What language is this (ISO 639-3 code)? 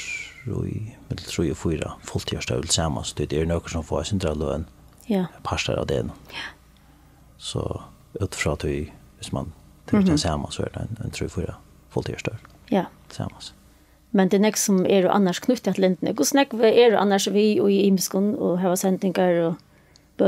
fao